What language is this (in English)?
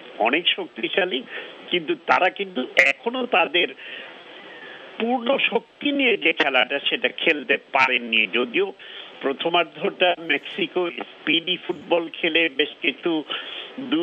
Bangla